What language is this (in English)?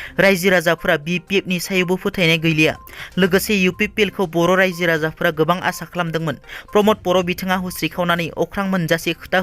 Bodo